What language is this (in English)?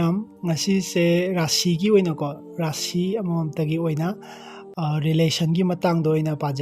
Manipuri